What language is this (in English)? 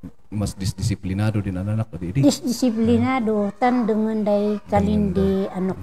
Kankanaey